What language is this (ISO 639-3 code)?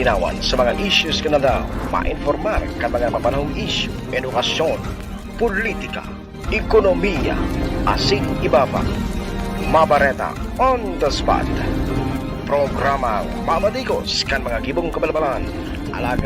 bik